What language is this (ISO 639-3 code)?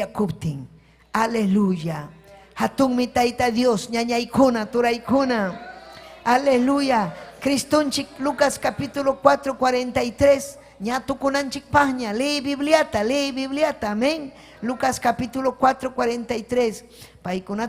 quy